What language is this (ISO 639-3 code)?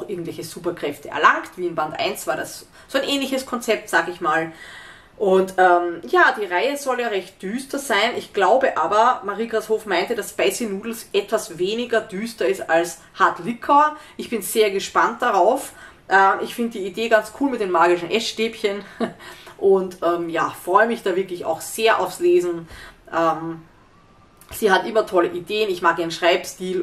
deu